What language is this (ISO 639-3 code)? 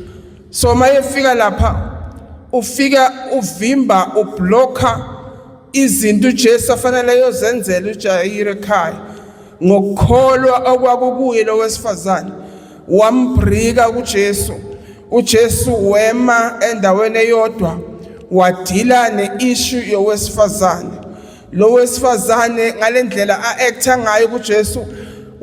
zul